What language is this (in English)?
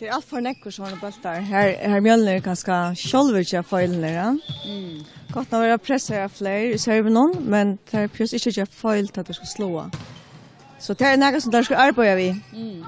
Faroese